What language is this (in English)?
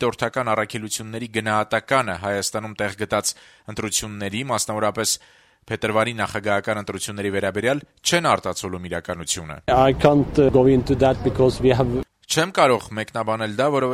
Armenian